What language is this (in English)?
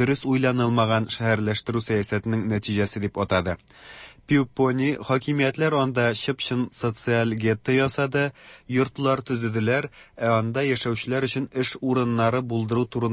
Tatar